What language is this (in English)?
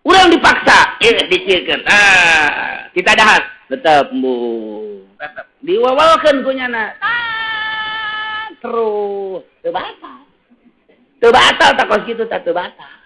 Sundanese